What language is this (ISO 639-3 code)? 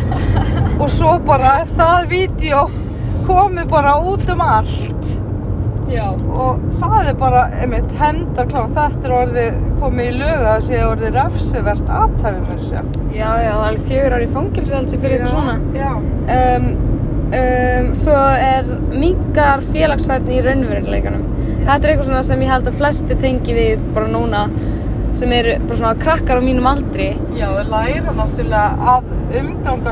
isl